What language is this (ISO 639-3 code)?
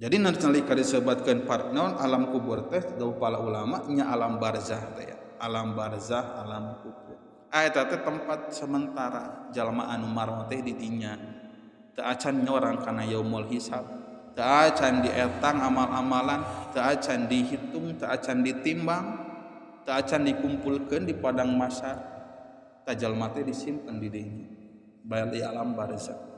sun